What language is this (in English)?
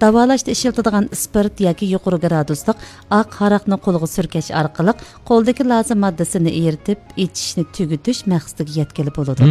Uyghur